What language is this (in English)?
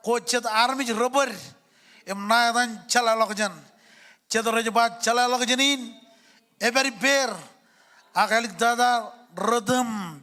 Marshallese